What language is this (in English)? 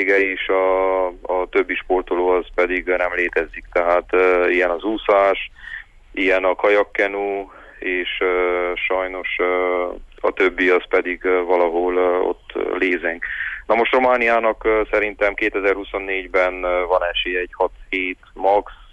Hungarian